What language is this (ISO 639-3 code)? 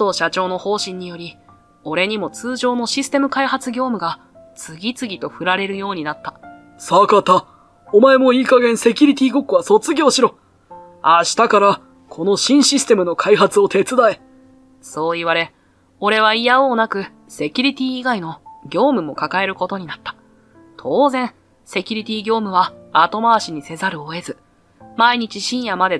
jpn